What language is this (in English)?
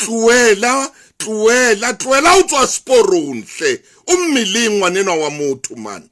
Southern Sotho